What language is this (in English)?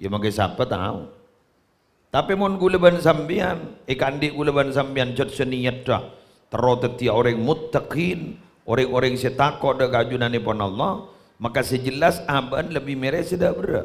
Madurese